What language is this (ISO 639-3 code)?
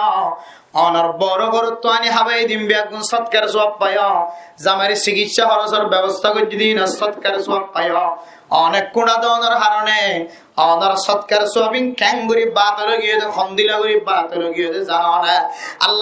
rhg